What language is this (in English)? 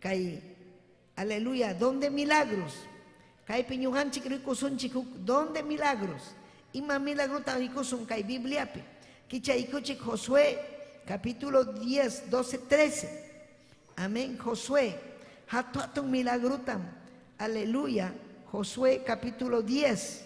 Ayacucho Quechua